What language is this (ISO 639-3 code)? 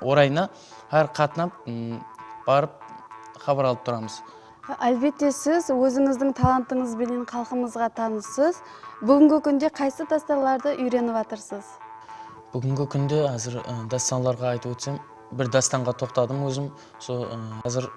kaa